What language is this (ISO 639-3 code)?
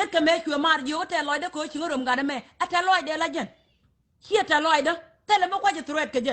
nus